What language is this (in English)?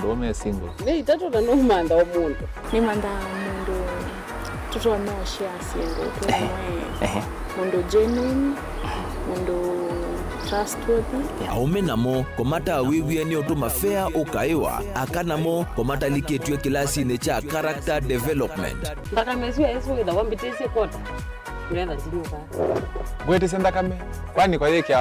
Kamba